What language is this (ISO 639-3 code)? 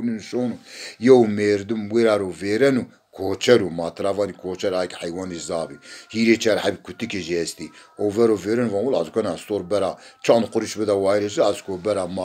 zza